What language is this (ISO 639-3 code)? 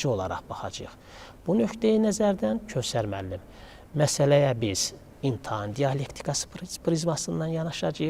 aze